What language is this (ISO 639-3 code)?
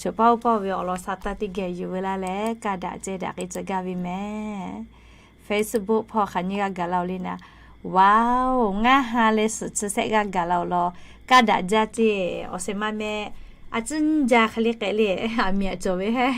lhu